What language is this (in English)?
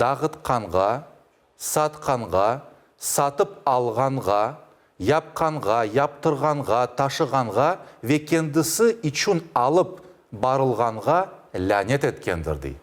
Crimean Tatar